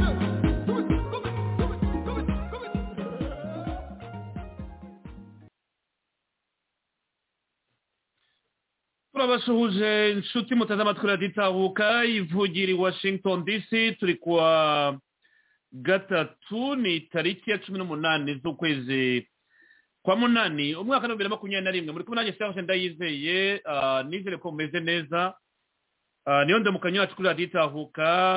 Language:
Kinyarwanda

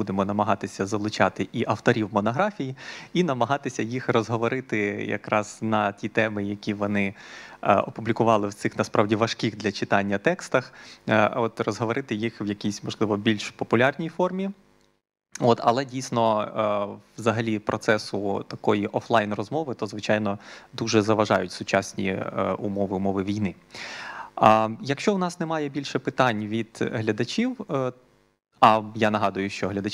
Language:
Ukrainian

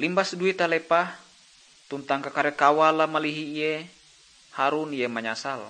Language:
Ngaju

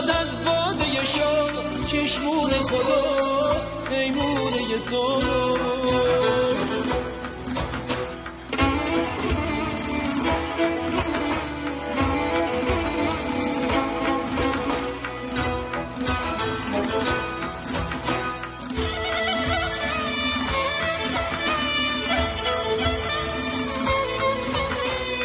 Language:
Persian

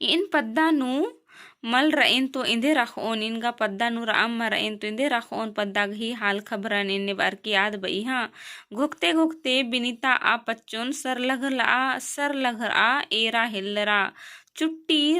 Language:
Kurukh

